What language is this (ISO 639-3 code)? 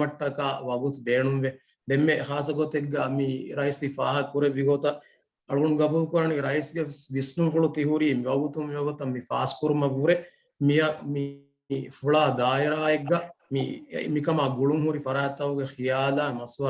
div